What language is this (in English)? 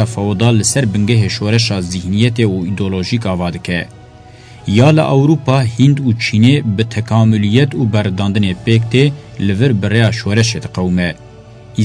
Kurdish